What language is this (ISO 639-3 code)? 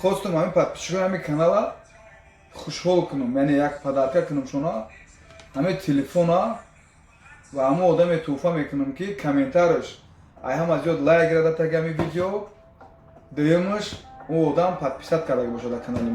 tgk